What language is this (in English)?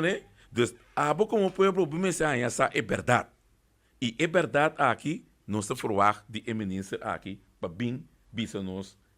Papiamento